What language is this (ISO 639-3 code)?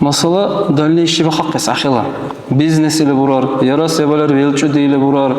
dar